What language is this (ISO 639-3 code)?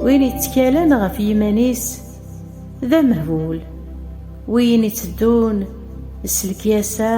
kab